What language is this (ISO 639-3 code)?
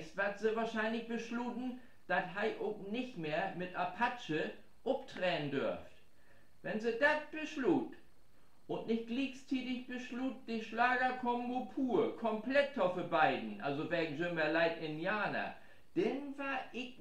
nds